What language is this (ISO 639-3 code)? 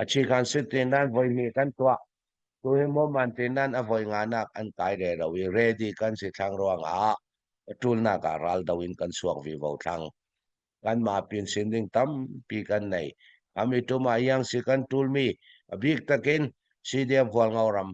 cfm